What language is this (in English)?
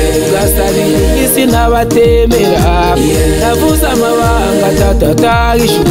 Kinyarwanda